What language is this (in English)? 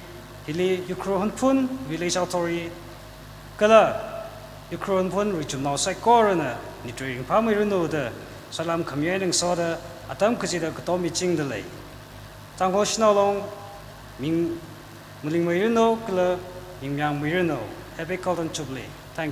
Tangkhul Naga (India)